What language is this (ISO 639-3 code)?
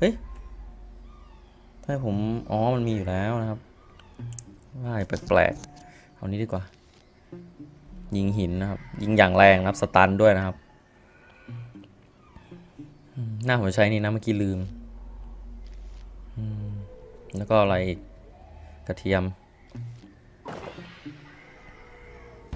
tha